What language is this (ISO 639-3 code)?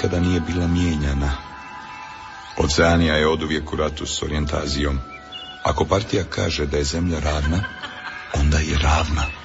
hrv